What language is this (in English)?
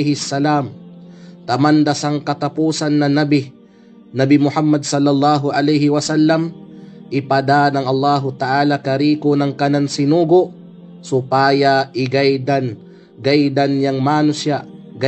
Kalagan